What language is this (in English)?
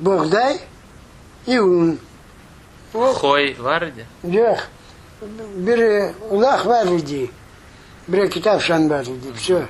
Crimean Tatar